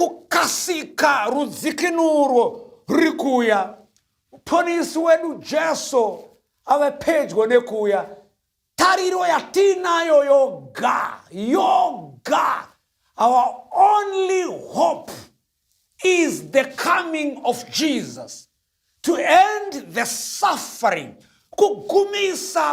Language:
Shona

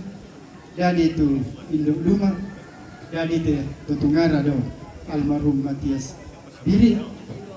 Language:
Toraja-Sa'dan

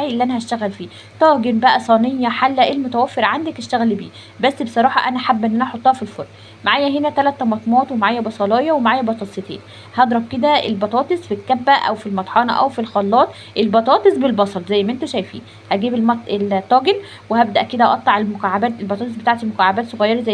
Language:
Egyptian Arabic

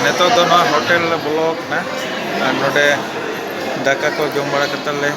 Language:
Santali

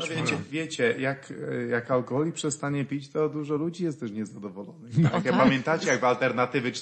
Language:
Polish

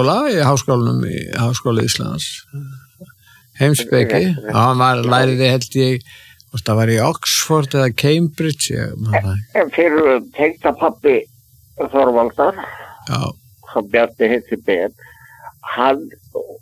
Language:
Icelandic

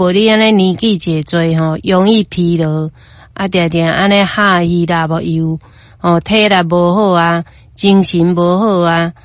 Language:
Min Nan Chinese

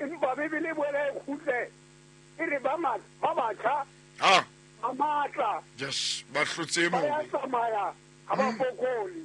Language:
Southern Sotho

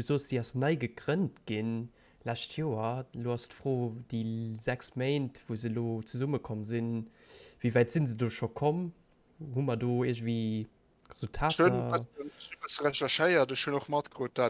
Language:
Luxembourgish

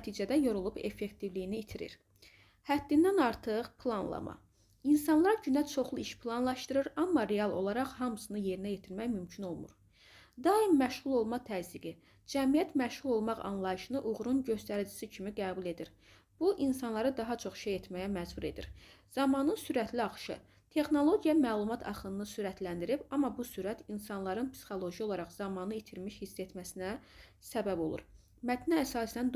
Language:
Azerbaijani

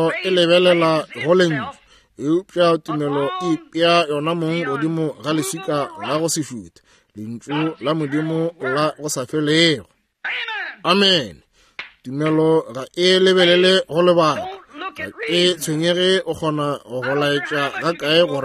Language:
Northern Sotho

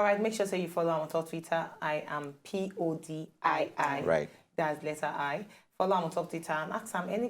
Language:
Nigerian Pidgin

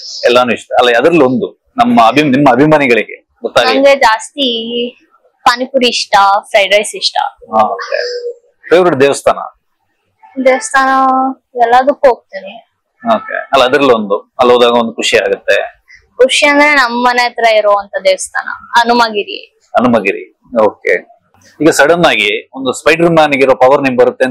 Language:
Kannada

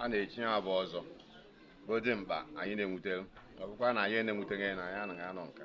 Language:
Igbo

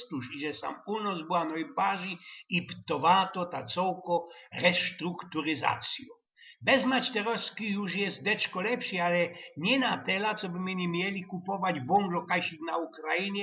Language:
Silesian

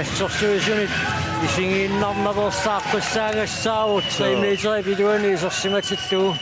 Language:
Kalaallisut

